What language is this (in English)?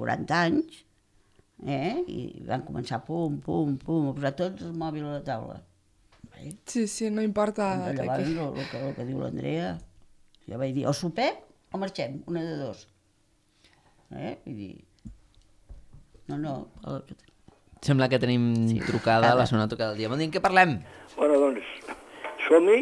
Catalan